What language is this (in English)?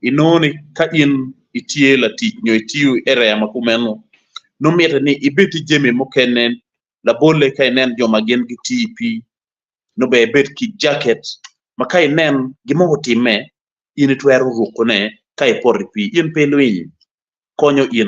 Acoli